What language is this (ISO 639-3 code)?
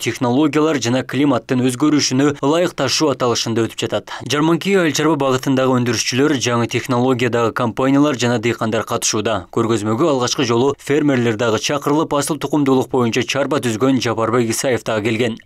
kir